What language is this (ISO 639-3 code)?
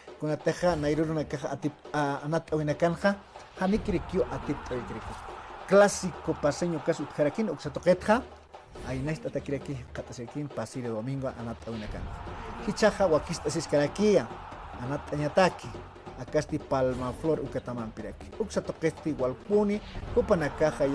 aym